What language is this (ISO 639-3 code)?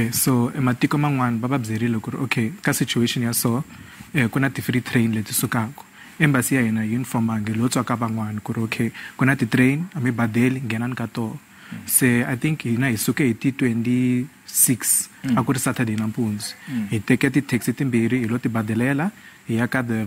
tso